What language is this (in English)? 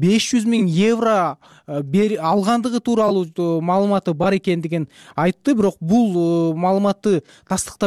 Kyrgyz